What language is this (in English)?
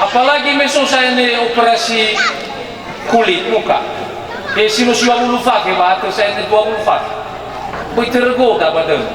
Nias